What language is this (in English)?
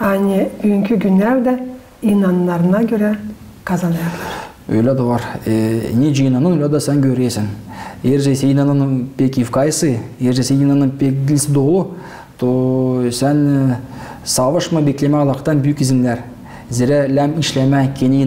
Gagauz